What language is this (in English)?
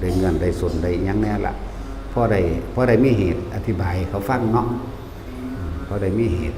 Lao